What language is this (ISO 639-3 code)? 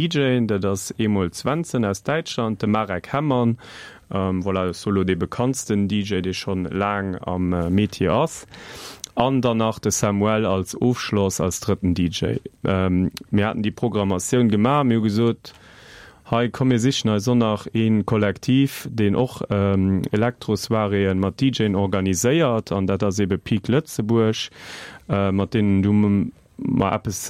ltz